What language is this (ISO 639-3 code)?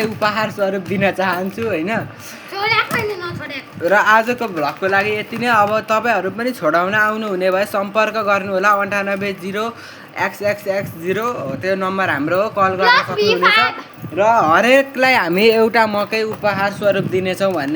nep